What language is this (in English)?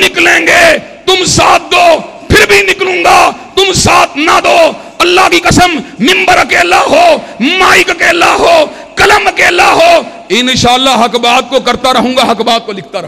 Urdu